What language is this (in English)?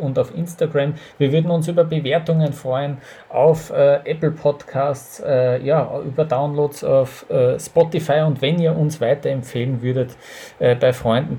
German